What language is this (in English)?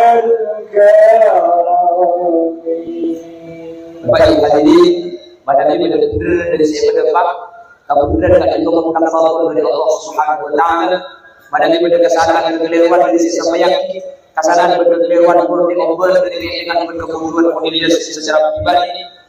Madurese